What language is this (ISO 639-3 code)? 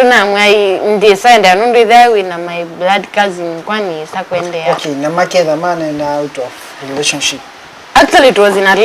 kam